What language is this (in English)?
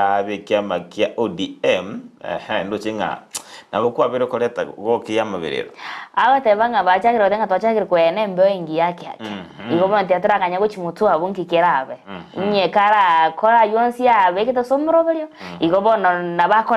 Gusii